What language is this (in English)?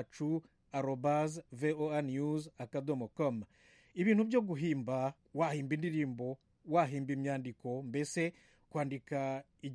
Kinyarwanda